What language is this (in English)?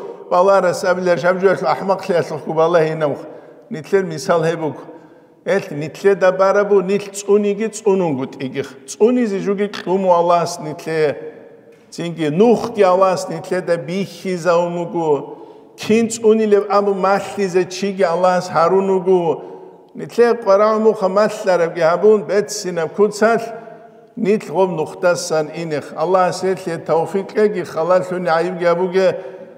Avaric